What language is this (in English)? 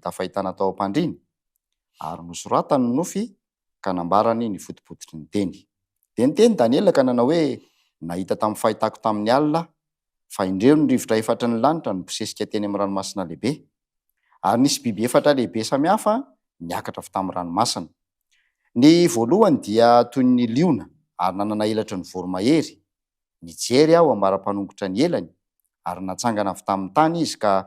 Malagasy